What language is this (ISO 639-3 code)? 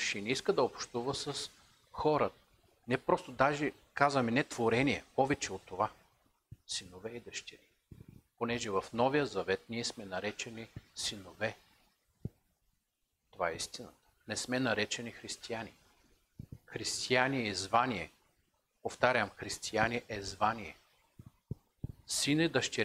bul